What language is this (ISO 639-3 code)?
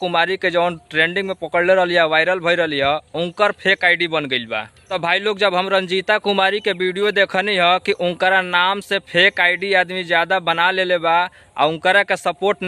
bho